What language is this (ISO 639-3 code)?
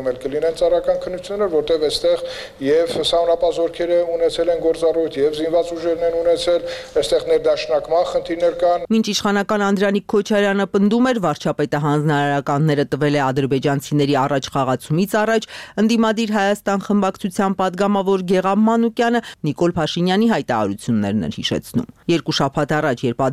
hye